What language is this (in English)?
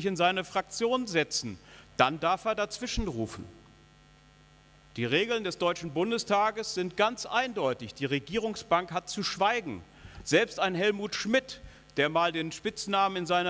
German